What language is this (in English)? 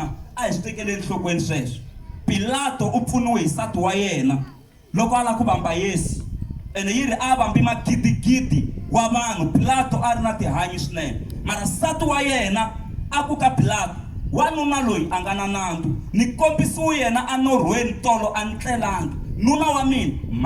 Tsonga